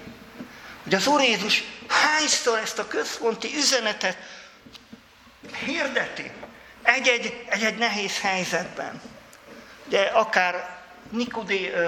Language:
Hungarian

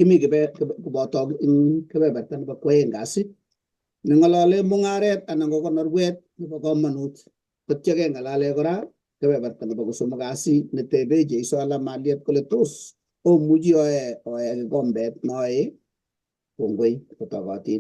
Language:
Kalenjin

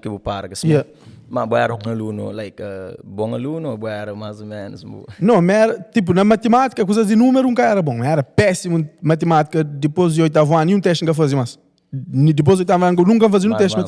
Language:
Kabuverdianu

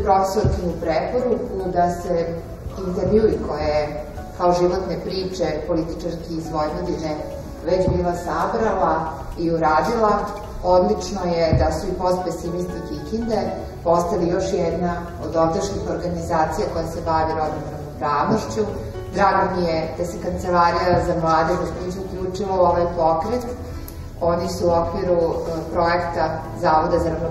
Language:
Serbian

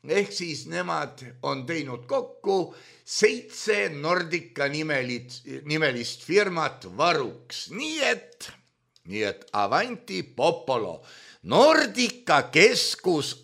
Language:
Estonian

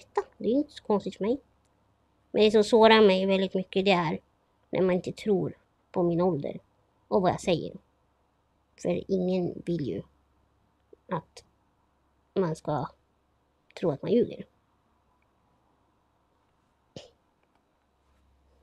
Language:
Swedish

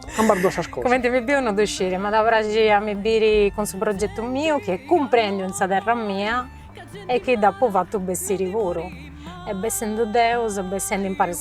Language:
Sardinian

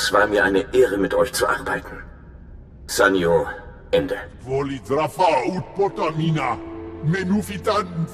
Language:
German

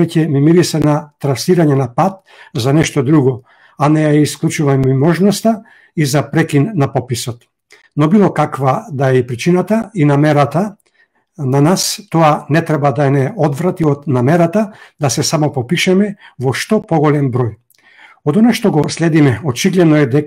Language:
Macedonian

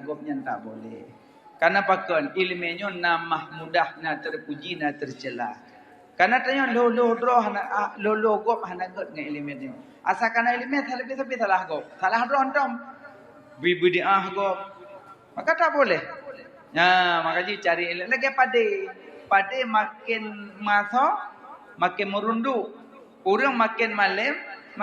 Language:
Achinese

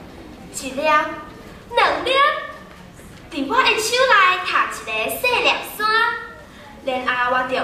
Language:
Min Nan Chinese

